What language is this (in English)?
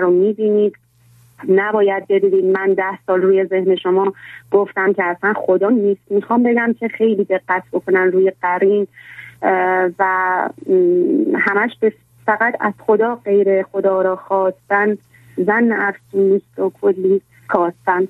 Persian